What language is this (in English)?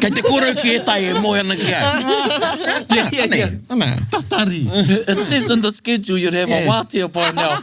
Māori